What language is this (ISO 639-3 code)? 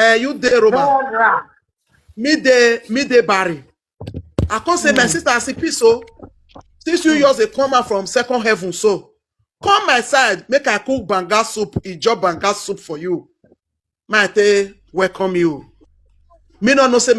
pcm